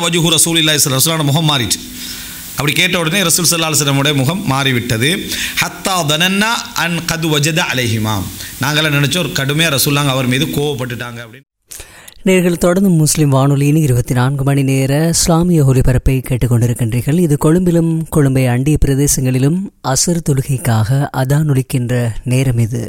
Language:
Tamil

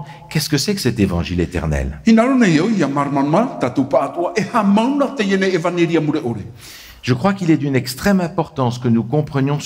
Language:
Tahitian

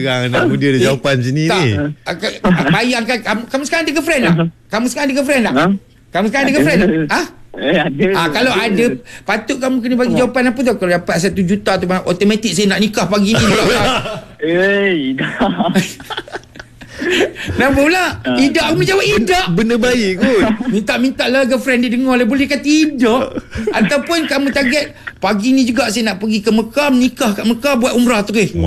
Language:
Malay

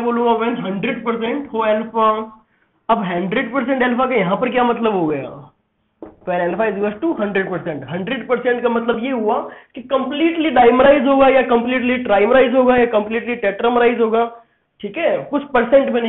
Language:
Hindi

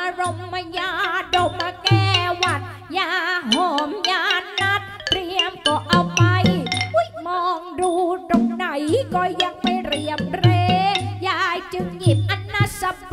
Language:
Thai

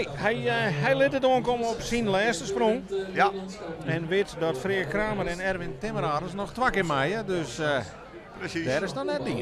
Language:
Western Frisian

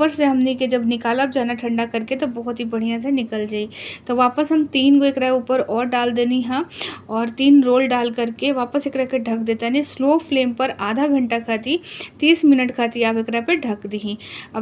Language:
Bhojpuri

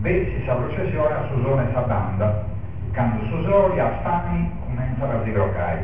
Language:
Sardinian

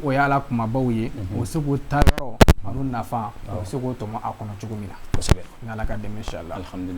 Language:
Bambara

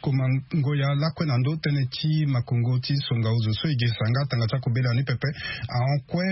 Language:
Sango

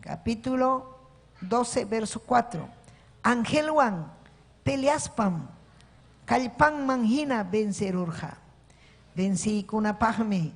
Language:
Ayacucho Quechua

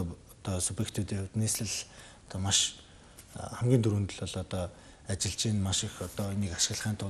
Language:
Mongolian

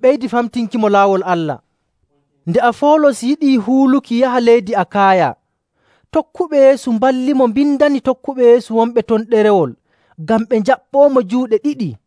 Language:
Nigerian Fulfulde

